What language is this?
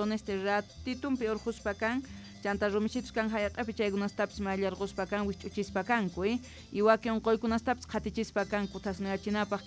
South Bolivian Quechua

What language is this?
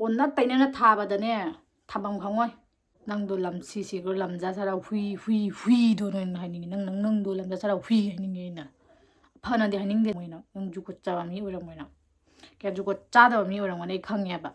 Manipuri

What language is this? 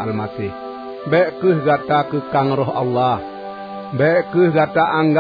Achinese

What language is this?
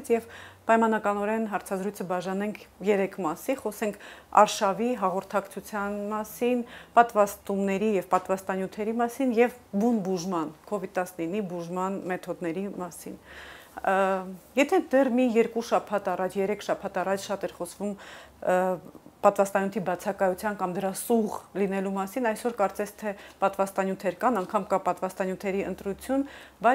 Armenian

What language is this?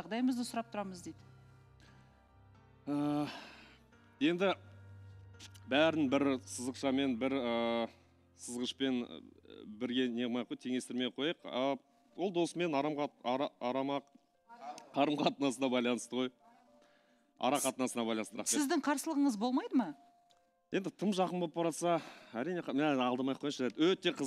Kazakh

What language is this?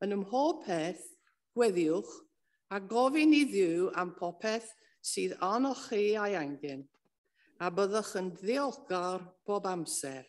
Welsh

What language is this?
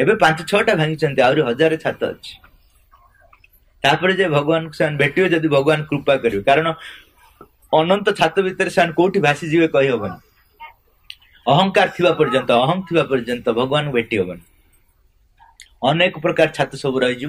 Odia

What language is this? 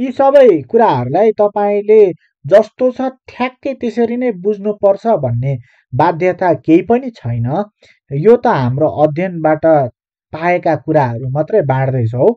Nepali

